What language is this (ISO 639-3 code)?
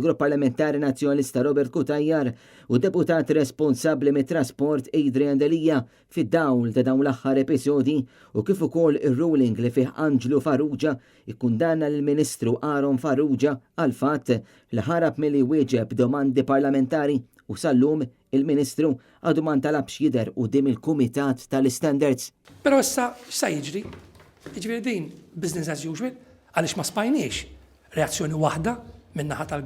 mlt